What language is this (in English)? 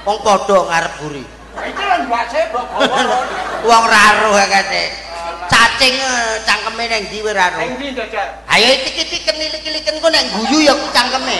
Javanese